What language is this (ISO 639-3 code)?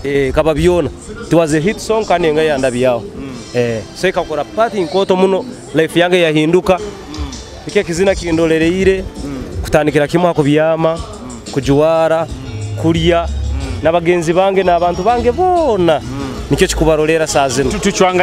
nyo